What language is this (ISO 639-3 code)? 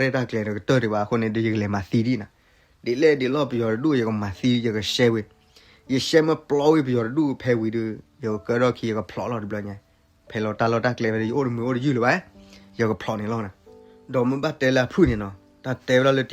ksw